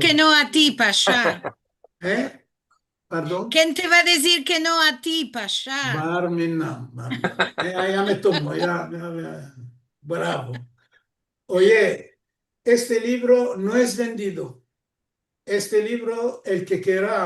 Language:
Ladino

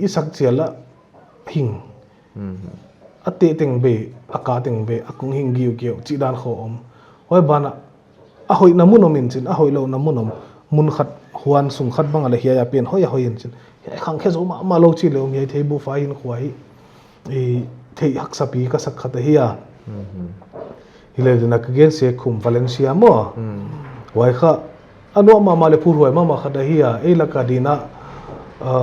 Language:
Paite Chin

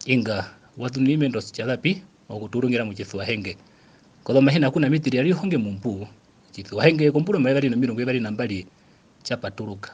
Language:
Herero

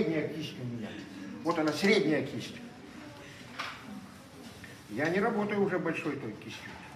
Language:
Russian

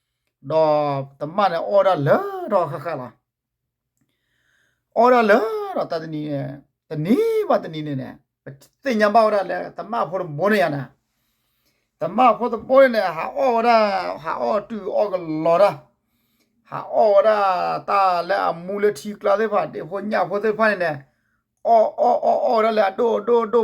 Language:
S'gaw Karen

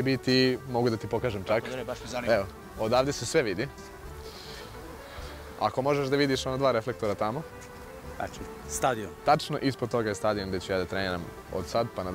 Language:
Serbian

